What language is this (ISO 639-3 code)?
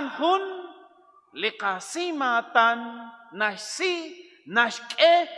kek